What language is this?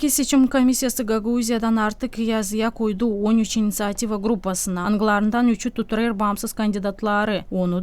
Gagauz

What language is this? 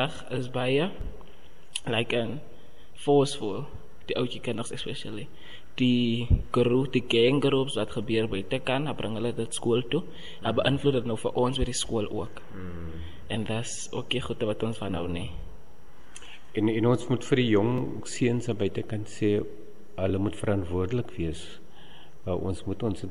Afrikaans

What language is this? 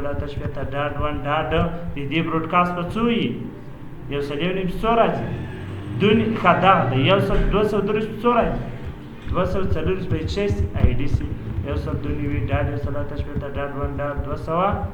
Pashto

